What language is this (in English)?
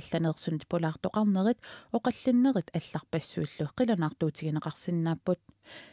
Kalaallisut